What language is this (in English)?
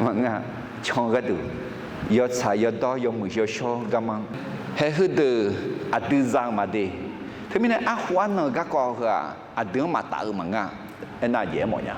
Akha